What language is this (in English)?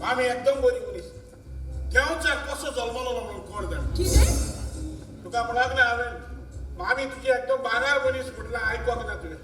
Konkani